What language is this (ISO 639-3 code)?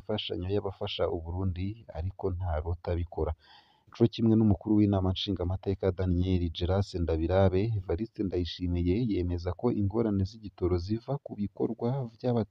run